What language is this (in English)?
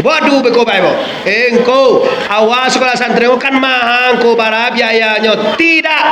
Minangkabau